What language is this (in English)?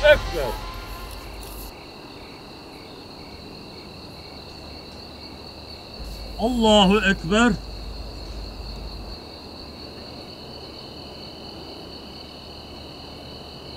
Turkish